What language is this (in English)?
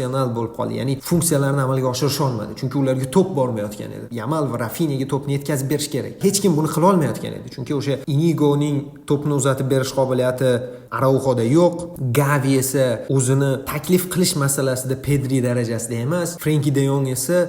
Uzbek